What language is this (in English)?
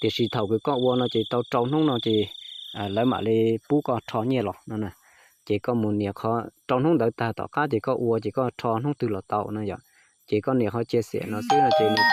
Hmong